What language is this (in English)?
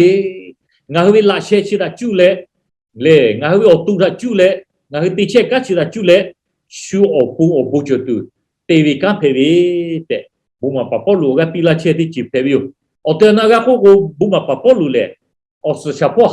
Lahu